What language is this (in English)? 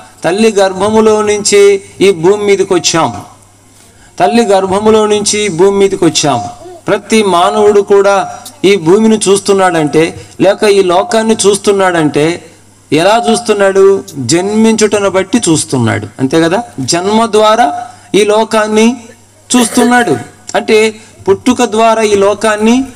Telugu